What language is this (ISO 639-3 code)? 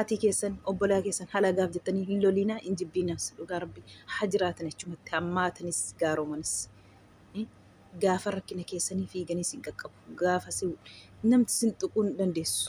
orm